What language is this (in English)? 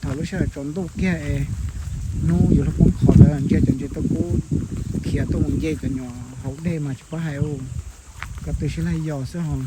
Hmong